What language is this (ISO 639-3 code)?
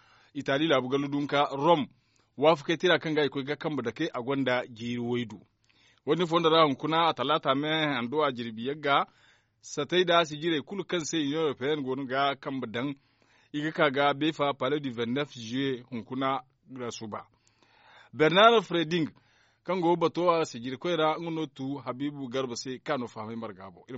dje